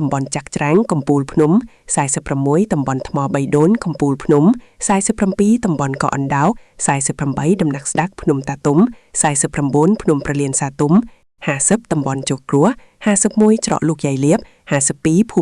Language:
Khmer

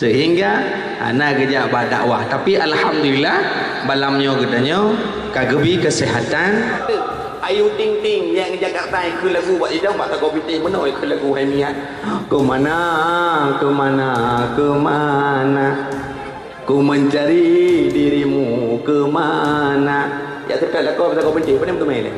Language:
Achinese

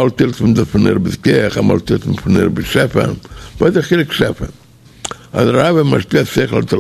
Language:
Yiddish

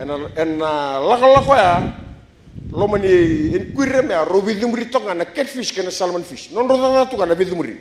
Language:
Fijian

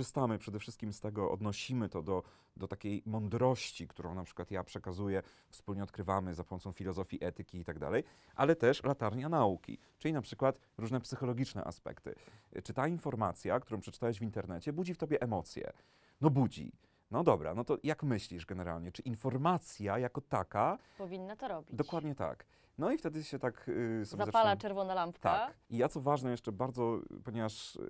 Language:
Polish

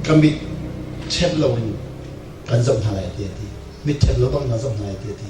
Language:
Hakha Chin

